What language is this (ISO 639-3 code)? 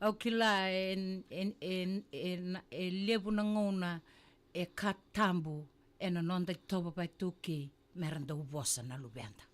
fij